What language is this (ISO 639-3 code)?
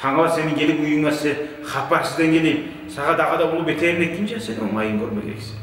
kum